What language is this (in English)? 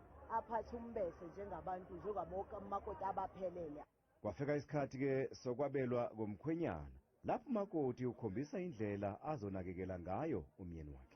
Zulu